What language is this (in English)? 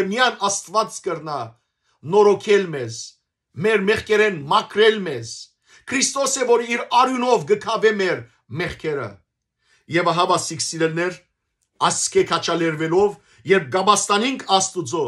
Western Armenian